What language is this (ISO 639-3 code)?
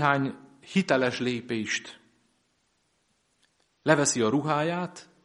hun